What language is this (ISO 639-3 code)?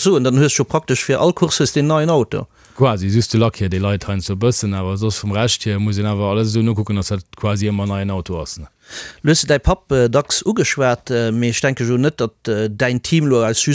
ltz